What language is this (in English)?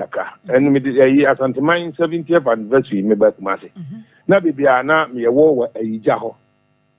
Akan